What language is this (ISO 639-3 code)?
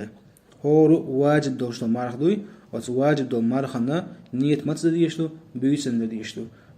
che